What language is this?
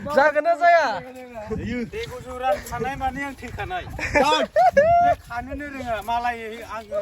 Bodo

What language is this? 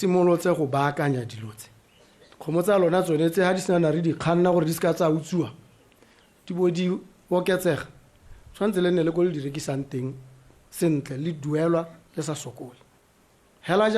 Tswana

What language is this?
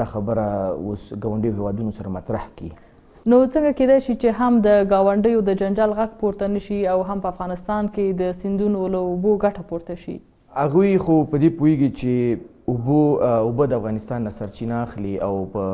Pashto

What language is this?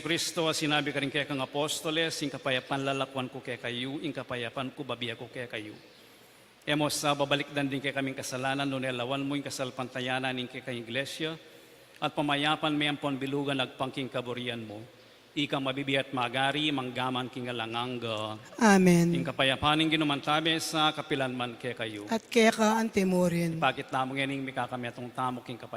Pampanga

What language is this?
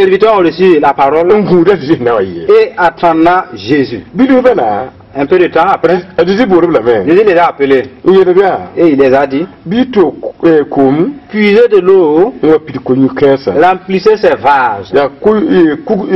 Mossi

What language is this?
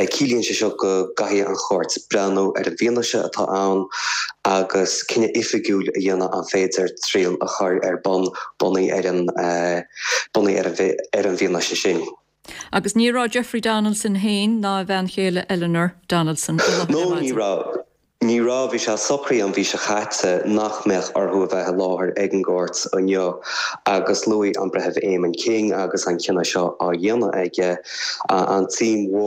Irish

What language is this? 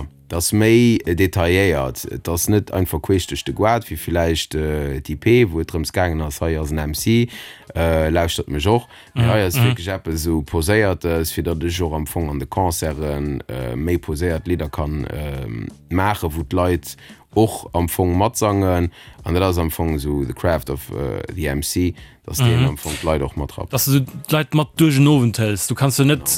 Luxembourgish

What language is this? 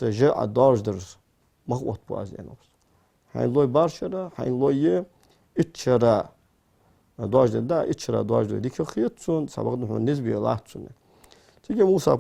Ingush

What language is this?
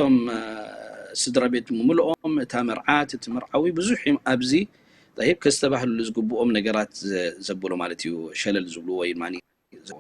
Tigrinya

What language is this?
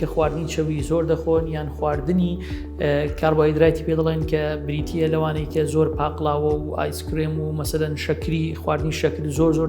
Central Kurdish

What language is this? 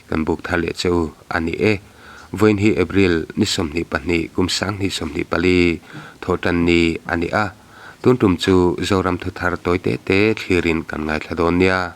Mizo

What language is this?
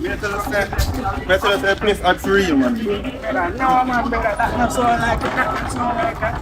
Jamaican Creole English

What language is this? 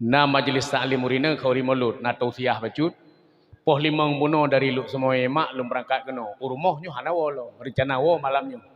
Achinese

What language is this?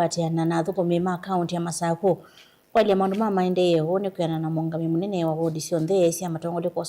Kamba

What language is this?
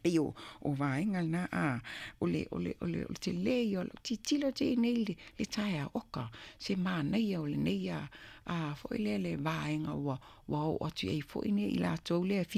Samoan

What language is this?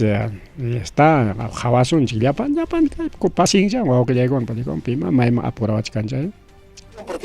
Ayacucho Quechua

